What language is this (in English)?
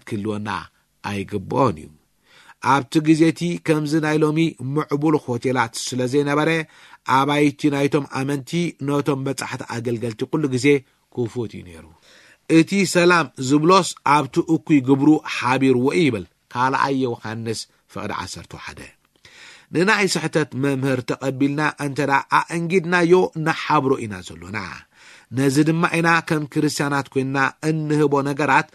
Tigrinya